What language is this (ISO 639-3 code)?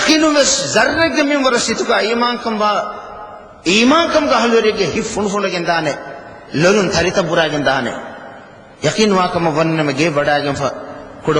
div